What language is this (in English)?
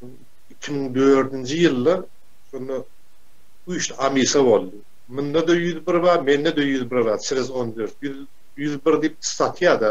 Turkmen